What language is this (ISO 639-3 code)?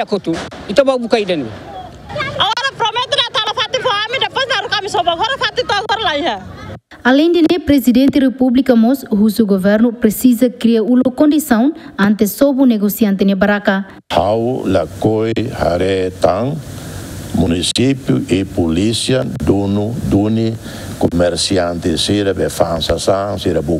tet